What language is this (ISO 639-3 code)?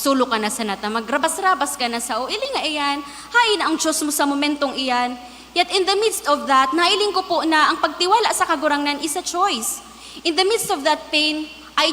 bik